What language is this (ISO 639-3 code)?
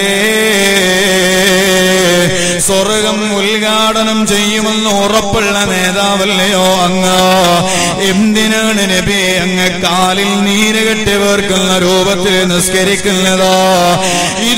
mal